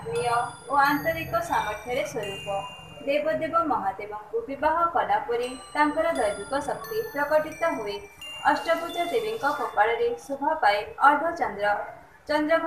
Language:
Odia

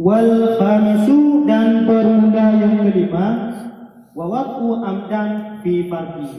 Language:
Achinese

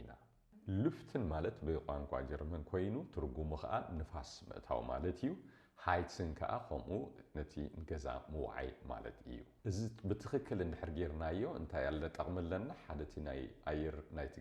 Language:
Tigrinya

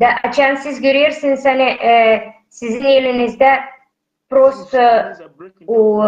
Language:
Gagauz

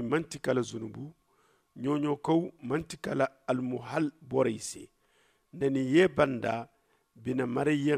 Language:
Zarma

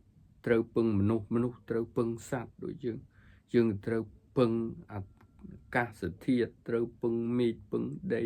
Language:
Khmer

